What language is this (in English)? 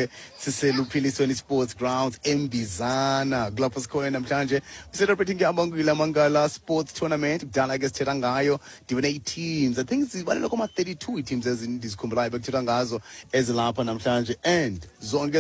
Xhosa